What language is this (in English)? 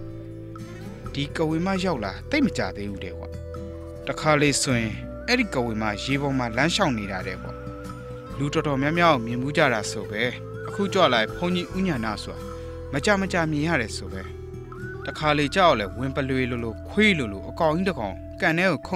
Burmese